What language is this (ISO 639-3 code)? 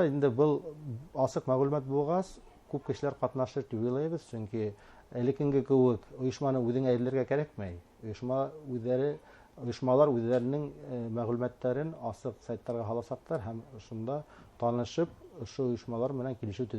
bak